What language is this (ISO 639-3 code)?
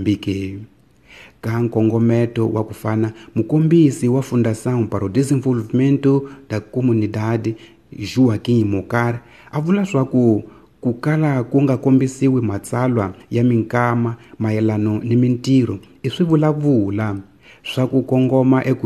tso